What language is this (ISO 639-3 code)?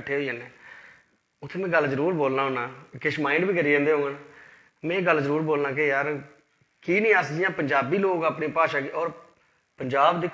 doi